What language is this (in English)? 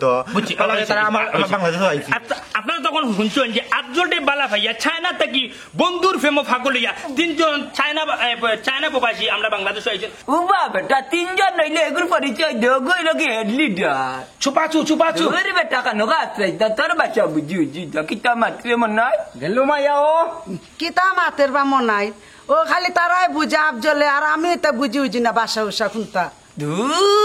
Sylheti